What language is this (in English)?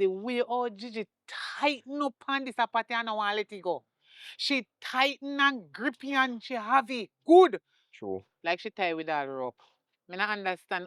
Jamaican Creole English